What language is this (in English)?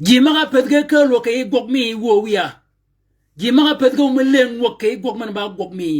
Shilluk